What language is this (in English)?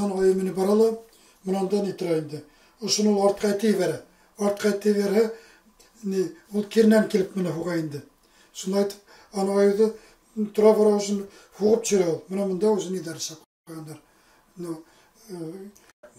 Bashkir